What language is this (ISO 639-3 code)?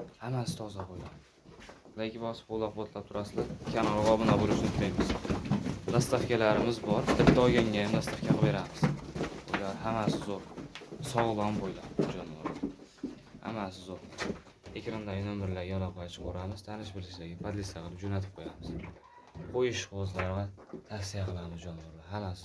uzb